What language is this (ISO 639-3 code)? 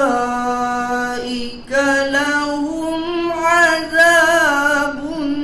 msa